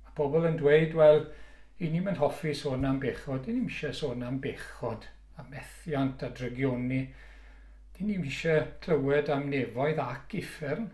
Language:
Welsh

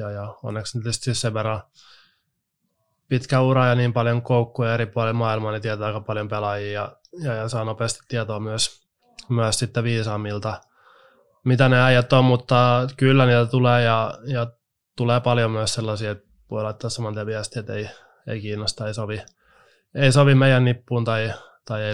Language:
Finnish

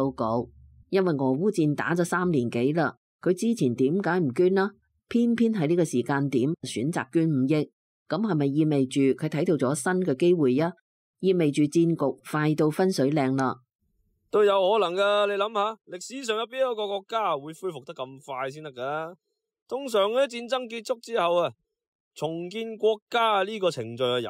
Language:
Cantonese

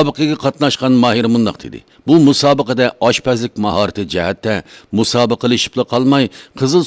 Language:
Uyghur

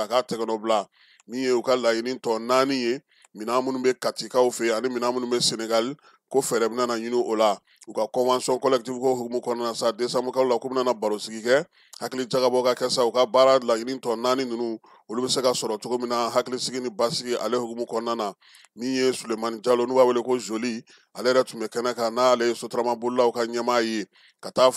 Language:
Bambara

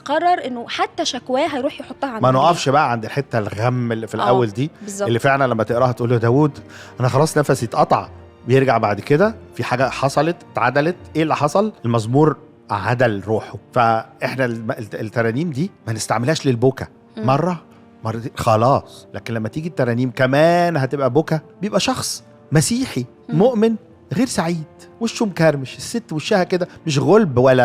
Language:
Egyptian Arabic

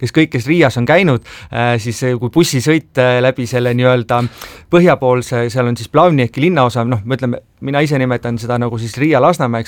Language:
Estonian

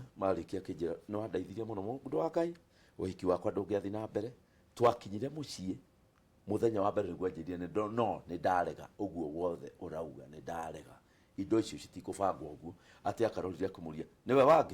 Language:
Kikuyu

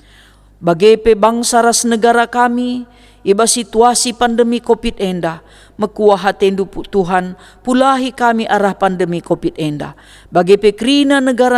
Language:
Batak Karo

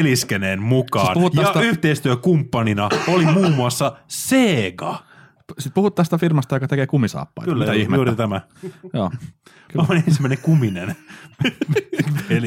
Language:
Finnish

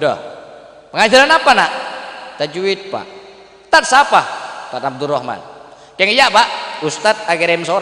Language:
Madurese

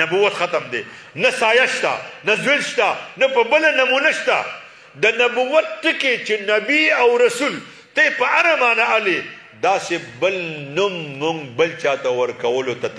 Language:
Pashto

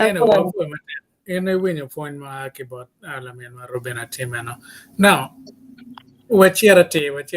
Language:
Acoli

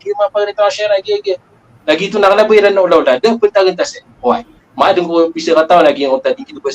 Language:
Maranao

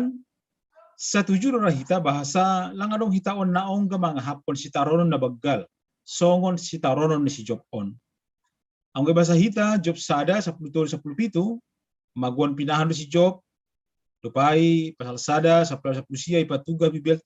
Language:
Batak Simalungun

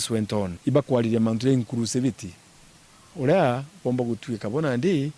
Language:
Meru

